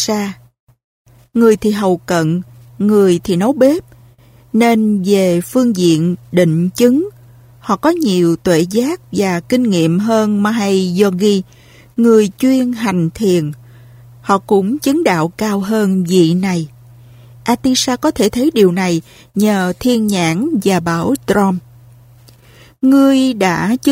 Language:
Vietnamese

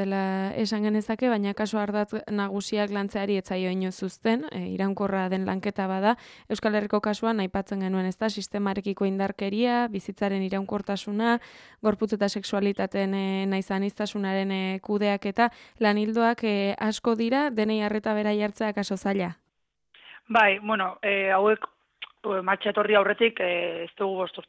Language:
Basque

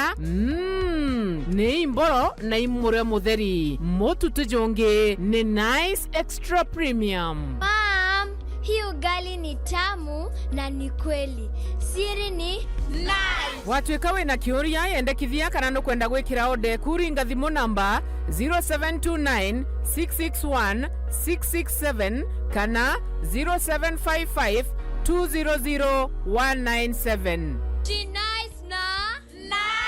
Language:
Meru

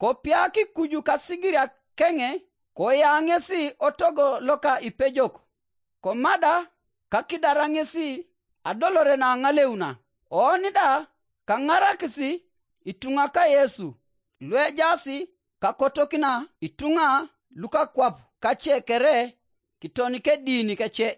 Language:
Teso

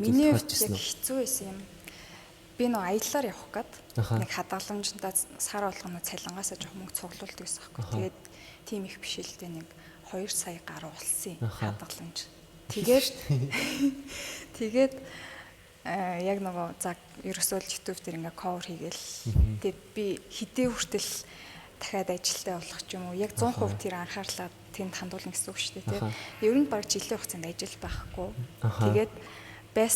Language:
Mongolian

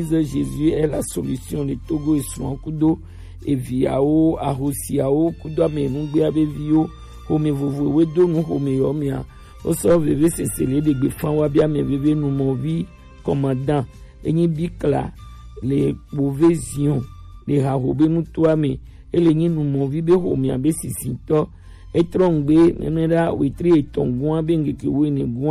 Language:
Gen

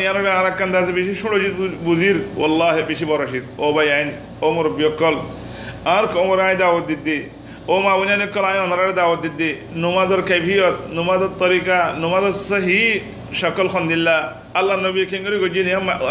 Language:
Rohingya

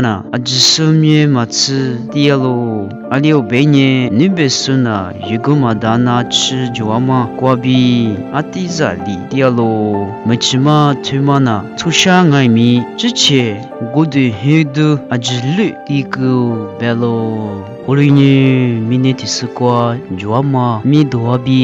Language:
Lisu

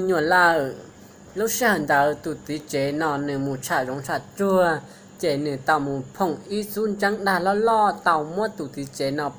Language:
Hmong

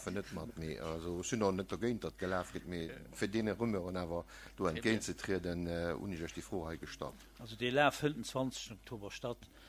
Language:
Luxembourgish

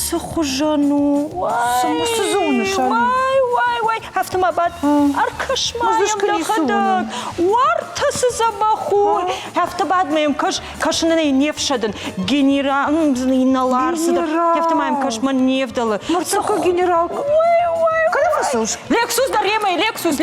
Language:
Ossetic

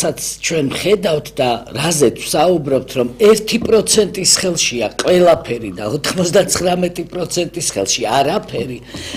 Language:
Georgian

